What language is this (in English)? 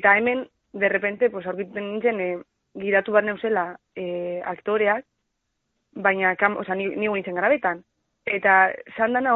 Basque